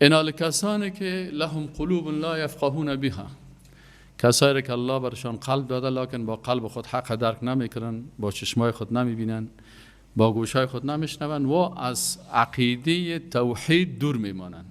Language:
Persian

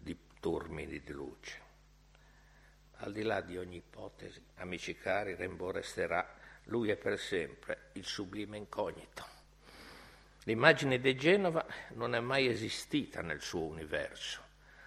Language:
Italian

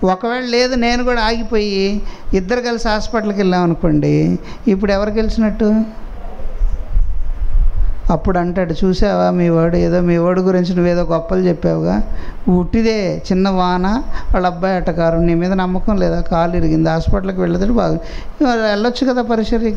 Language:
Telugu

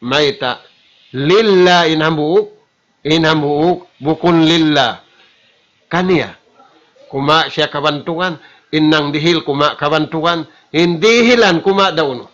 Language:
Tausug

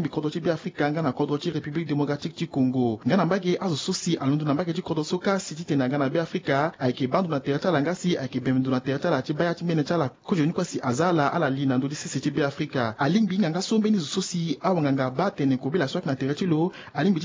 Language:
Sango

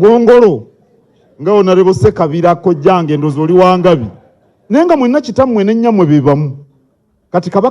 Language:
Ganda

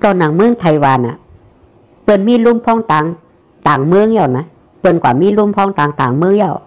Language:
Shan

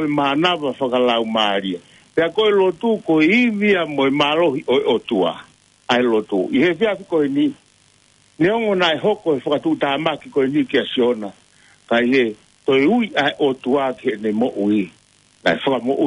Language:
Tongan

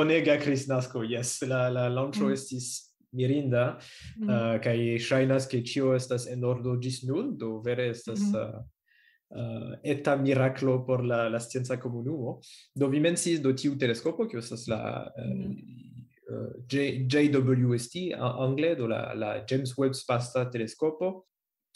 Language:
Esperanto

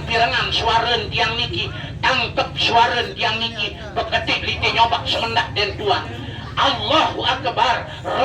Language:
Sasak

